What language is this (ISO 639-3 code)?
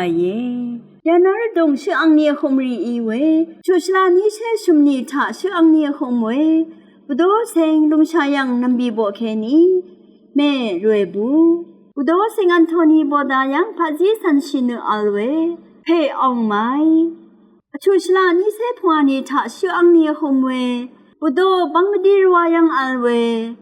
raw